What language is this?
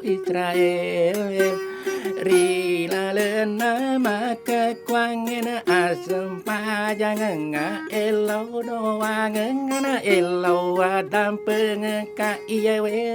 Buginese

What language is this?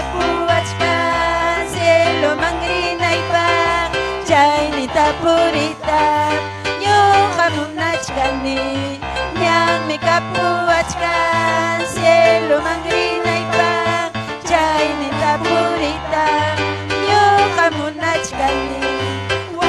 Ayacucho Quechua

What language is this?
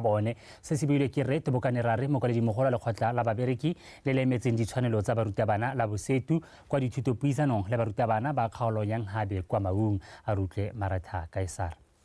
Tswana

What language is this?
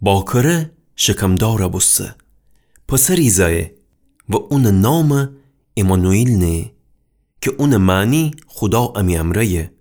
Gilaki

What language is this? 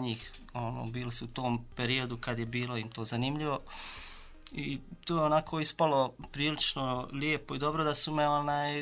Bosnian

